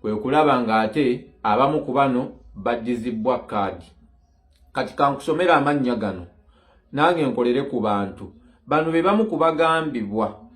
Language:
Ganda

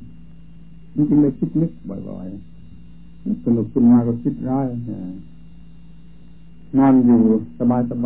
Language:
Thai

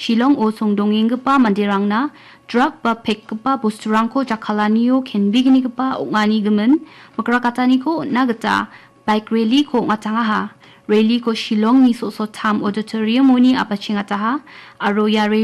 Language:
Garo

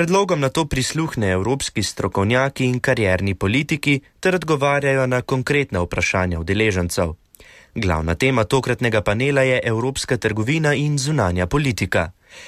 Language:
Slovenian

